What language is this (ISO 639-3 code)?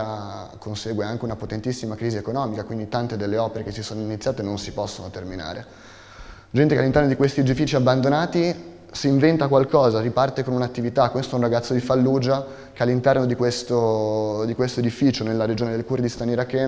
ita